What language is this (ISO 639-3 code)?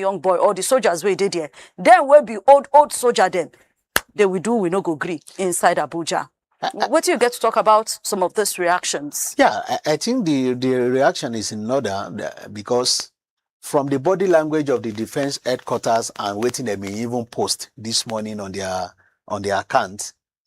pcm